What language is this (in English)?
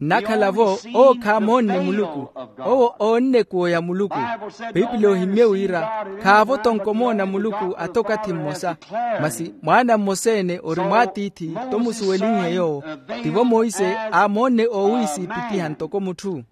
Makhuwa